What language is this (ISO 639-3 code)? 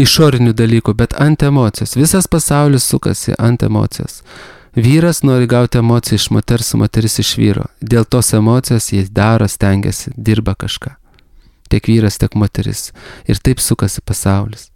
lit